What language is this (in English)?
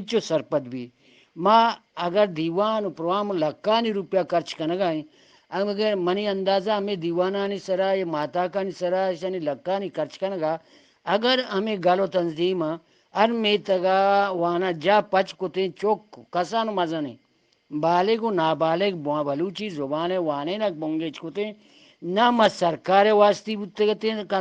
Eastern Balochi